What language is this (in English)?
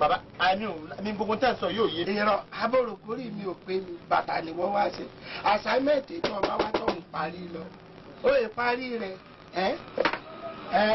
Yoruba